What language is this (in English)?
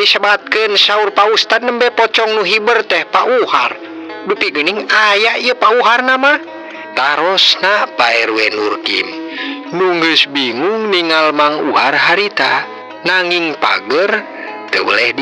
Sundanese